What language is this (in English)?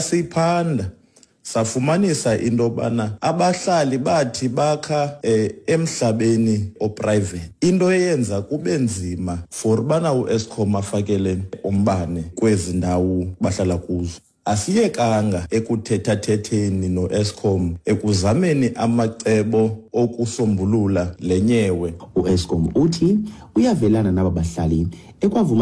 Xhosa